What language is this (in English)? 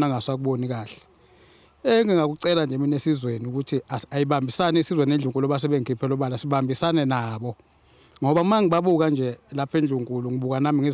Zulu